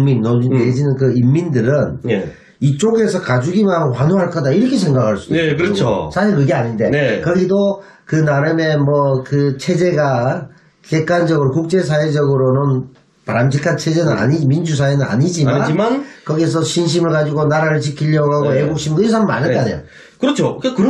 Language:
Korean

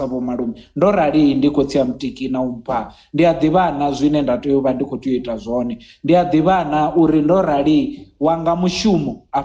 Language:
Venda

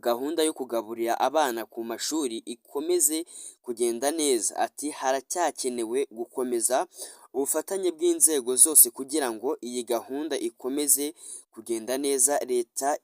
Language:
Kinyarwanda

